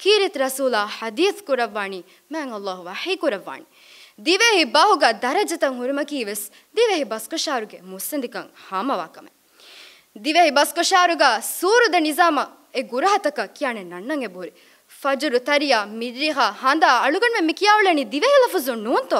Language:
Divehi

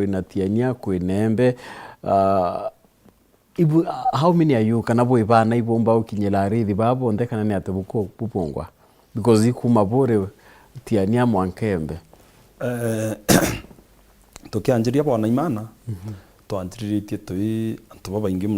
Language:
Meru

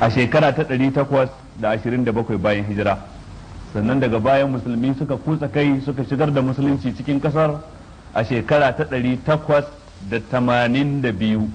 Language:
Hausa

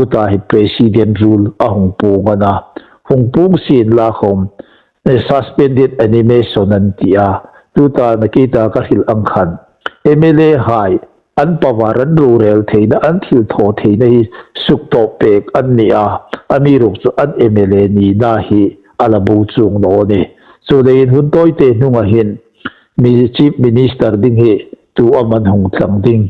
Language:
Hmar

